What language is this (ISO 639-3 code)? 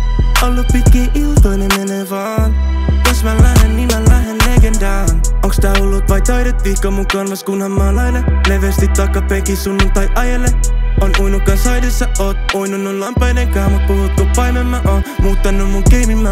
fin